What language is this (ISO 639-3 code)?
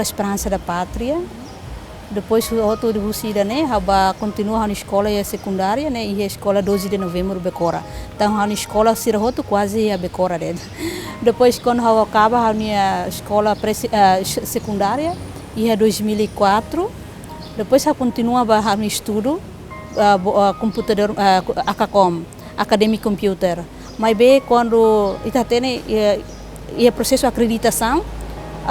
tet